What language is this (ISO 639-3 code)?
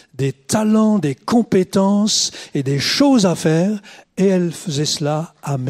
fra